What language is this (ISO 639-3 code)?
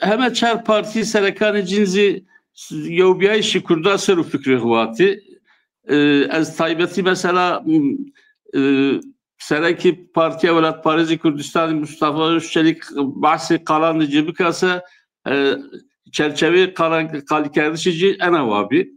zza